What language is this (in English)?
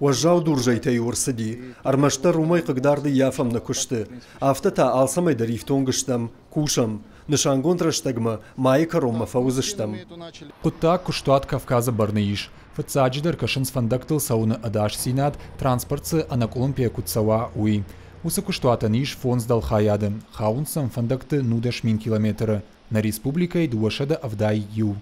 Ossetic